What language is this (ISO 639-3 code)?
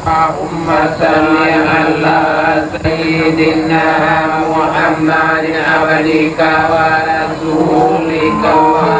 min